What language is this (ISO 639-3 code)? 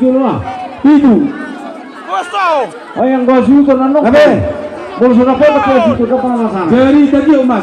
bbc